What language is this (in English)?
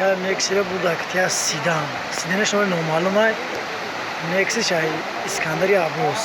Tajik